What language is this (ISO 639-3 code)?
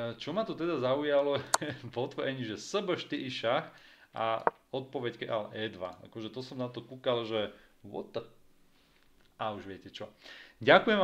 slk